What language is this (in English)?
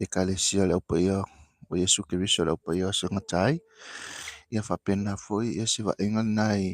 Samoan